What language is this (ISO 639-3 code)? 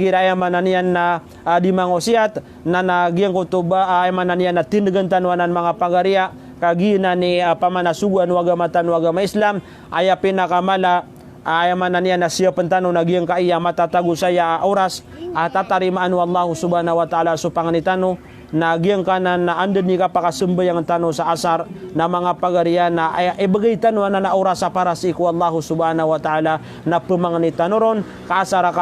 mrw